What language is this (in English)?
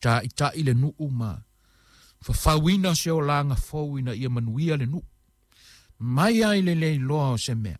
Samoan